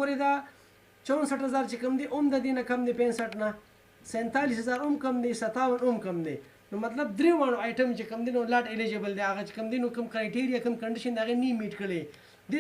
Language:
Pashto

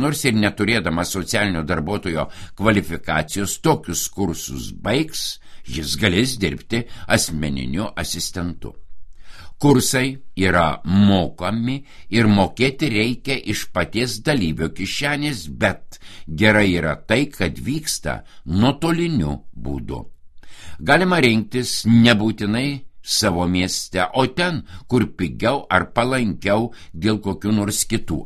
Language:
Lithuanian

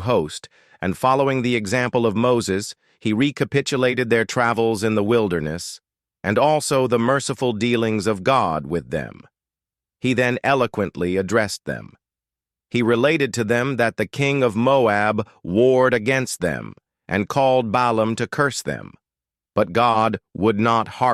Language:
English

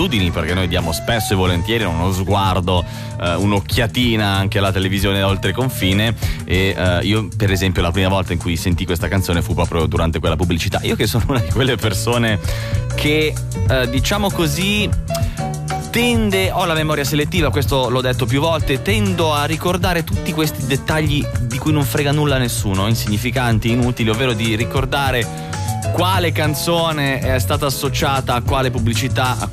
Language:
Italian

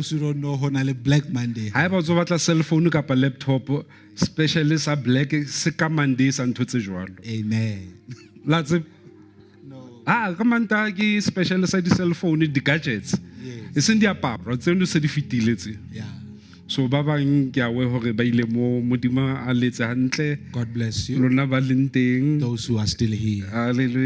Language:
Southern Sotho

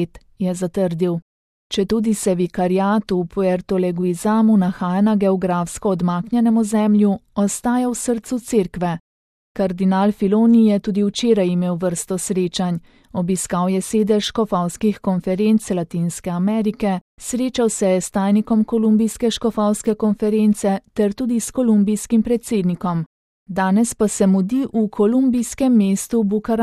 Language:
Slovenian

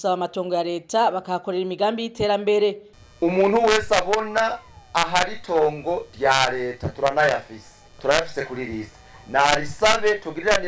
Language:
Rundi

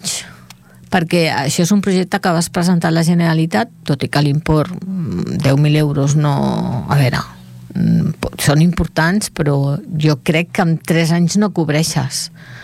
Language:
Catalan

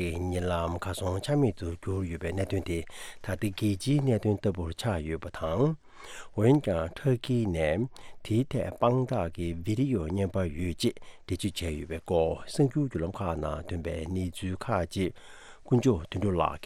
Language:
Tibetan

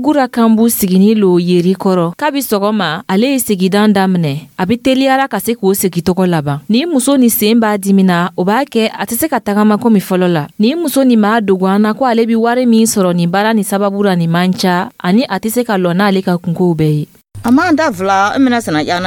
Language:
Dyula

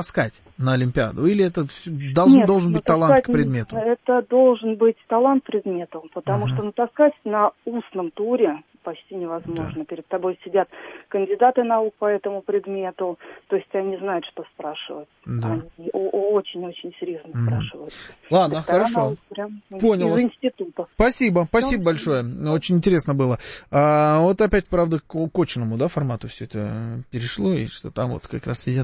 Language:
Russian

